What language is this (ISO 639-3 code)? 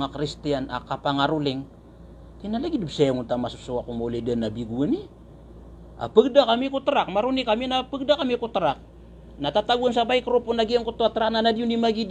mrw